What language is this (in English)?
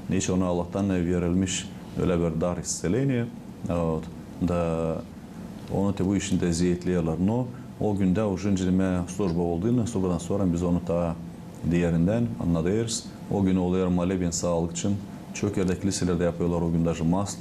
Gagauz